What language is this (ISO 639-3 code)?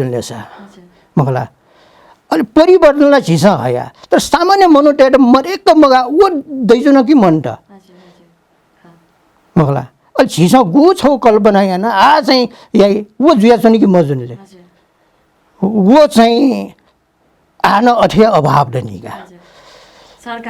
new